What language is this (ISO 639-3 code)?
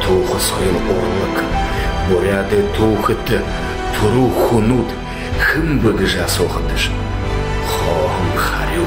bua